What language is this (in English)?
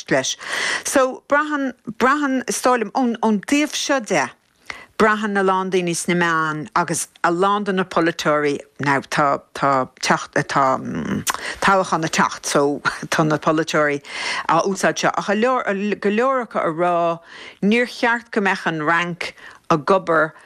Irish